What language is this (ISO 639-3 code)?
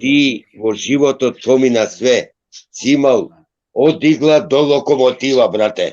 rmn